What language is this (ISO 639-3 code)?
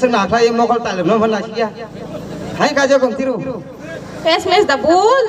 trp